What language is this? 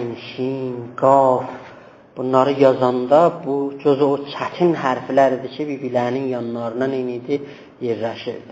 South Azerbaijani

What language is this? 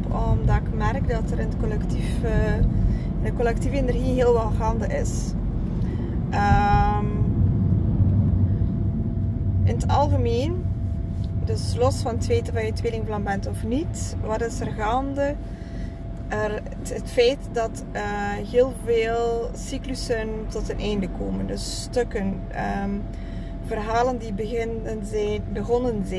Dutch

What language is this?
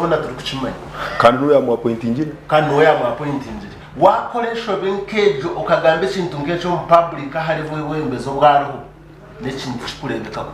Nyankole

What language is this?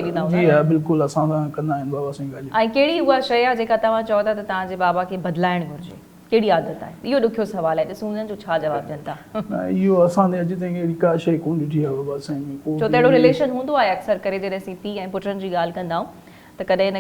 Sindhi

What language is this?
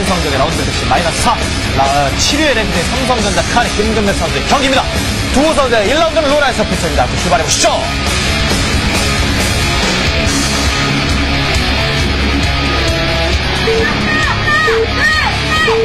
Korean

